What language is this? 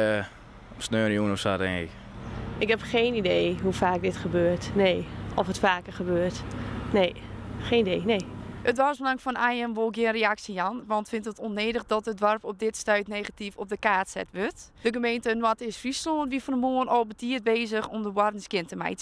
Western Frisian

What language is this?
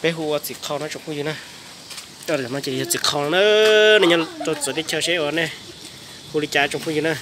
Hmong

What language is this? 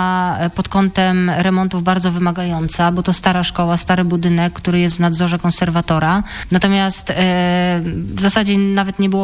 Polish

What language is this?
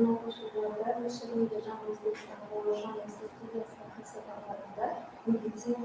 Kara-Kalpak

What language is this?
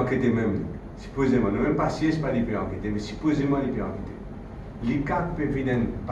Morisyen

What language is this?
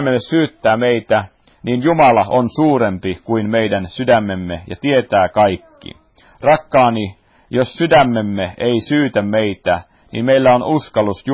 Finnish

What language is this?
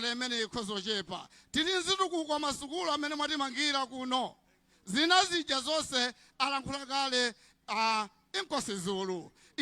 Nyanja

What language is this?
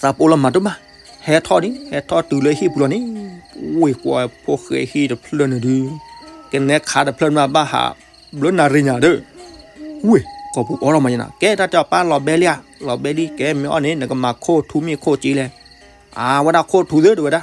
S'gaw Karen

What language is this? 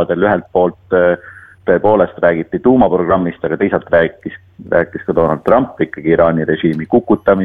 Estonian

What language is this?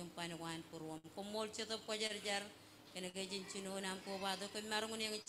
Marshallese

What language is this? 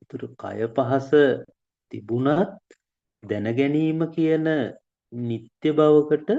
Sinhala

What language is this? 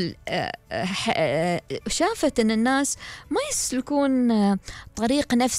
Gulf Arabic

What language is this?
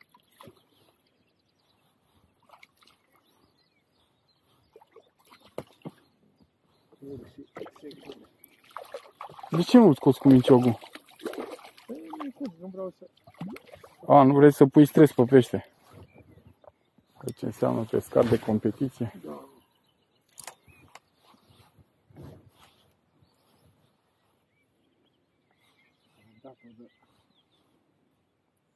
Romanian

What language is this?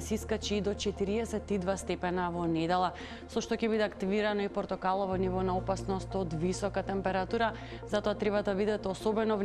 Macedonian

